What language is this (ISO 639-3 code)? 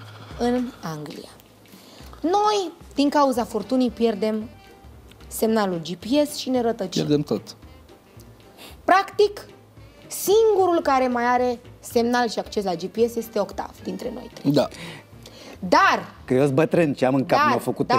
ron